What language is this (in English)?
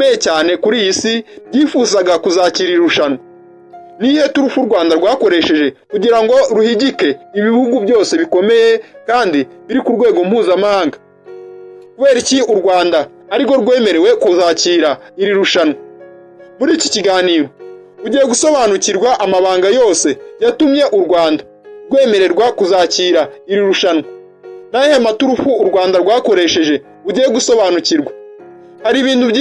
Kinyarwanda